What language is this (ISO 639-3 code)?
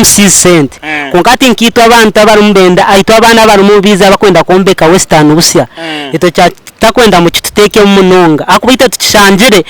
nyn